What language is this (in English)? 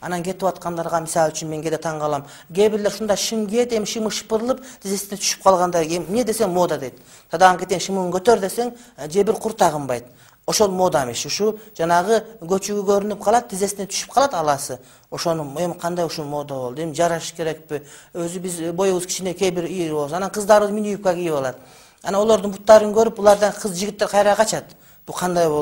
Kyrgyz